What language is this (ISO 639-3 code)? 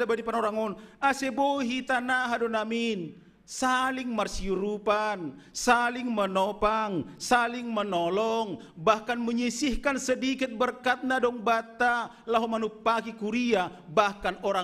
bts